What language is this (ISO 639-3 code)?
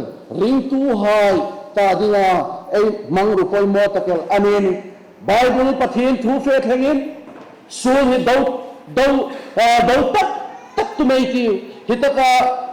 hmr